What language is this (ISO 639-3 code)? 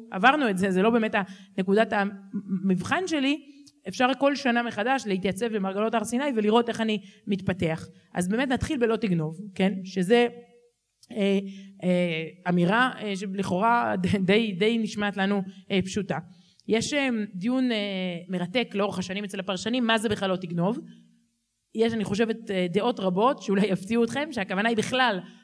heb